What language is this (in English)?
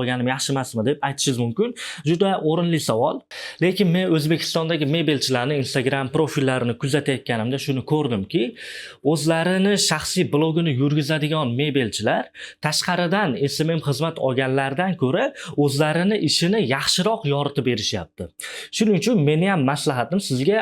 Uzbek